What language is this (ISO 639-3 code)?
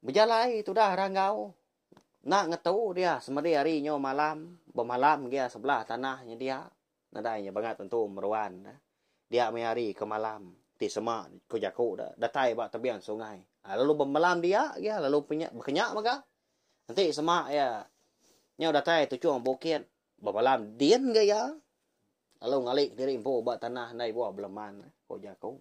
iba